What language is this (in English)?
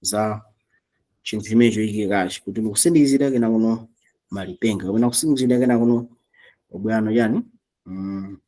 Nyanja